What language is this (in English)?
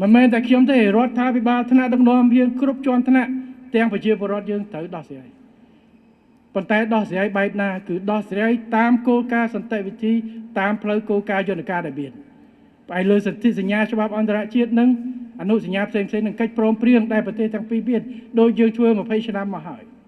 Khmer